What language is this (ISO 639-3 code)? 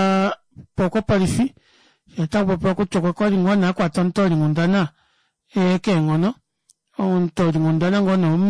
kua